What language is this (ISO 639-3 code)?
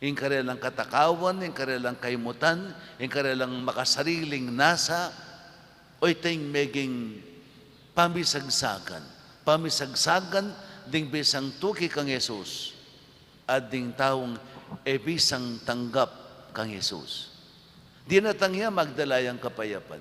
pam